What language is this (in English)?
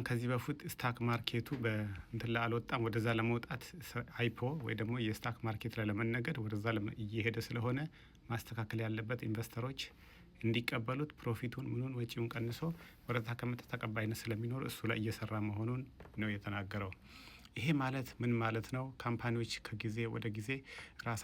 Amharic